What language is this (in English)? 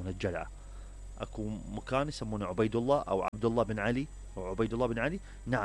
Mesopotamian Arabic